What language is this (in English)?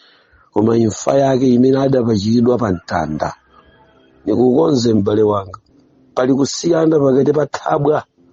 Nyanja